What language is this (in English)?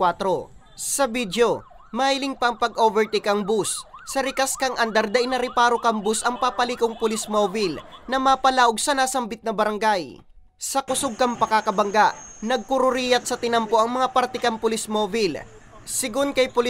Bikol